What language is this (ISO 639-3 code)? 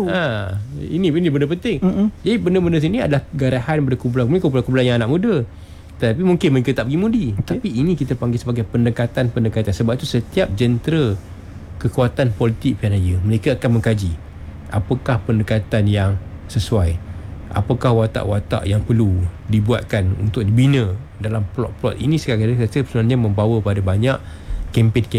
msa